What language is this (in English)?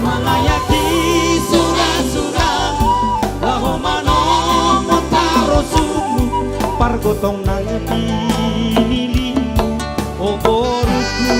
Batak Simalungun